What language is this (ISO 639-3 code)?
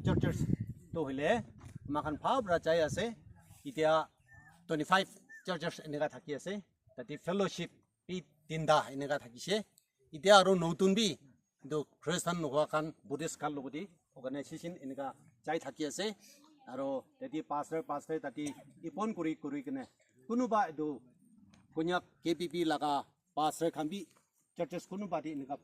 nag